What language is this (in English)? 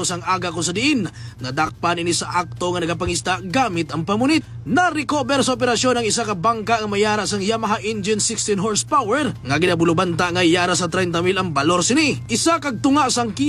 Hiligaynon